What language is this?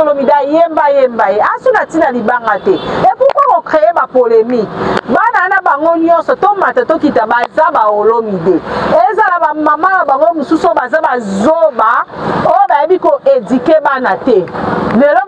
Lingala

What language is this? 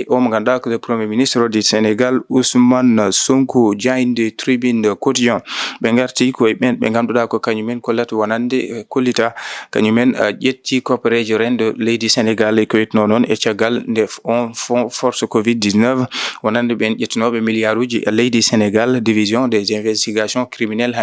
Fula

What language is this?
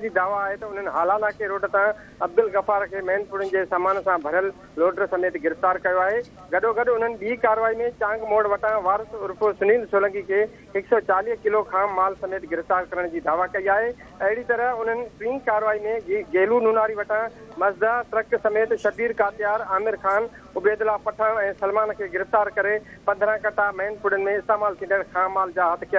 Sindhi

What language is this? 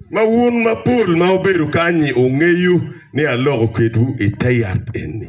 Acoli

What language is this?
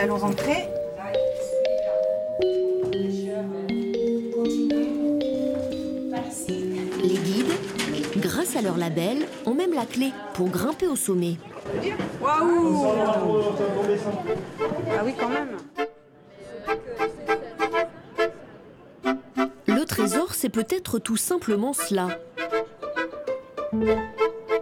French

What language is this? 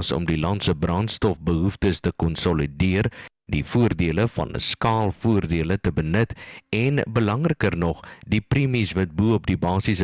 Afrikaans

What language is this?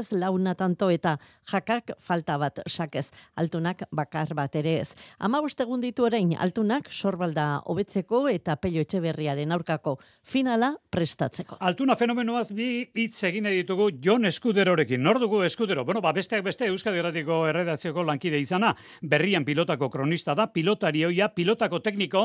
Basque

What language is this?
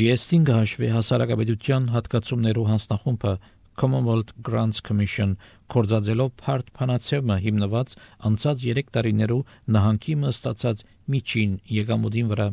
Armenian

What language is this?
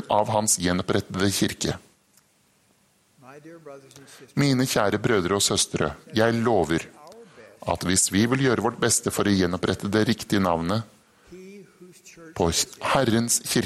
Norwegian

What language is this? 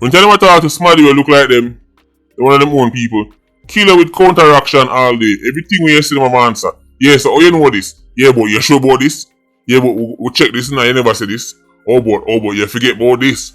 Jamaican Creole English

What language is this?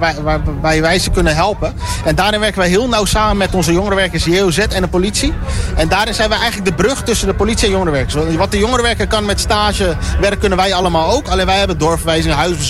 Dutch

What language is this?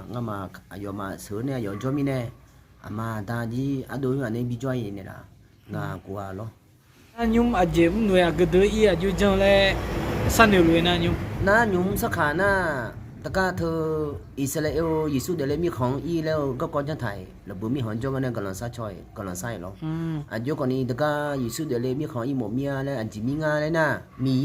Akha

